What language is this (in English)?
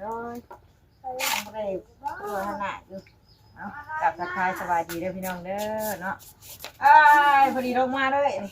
Northeastern Thai